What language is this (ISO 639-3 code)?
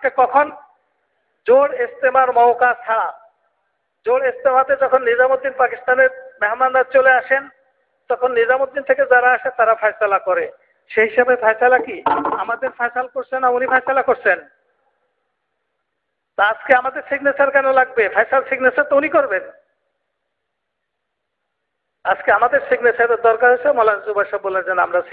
ben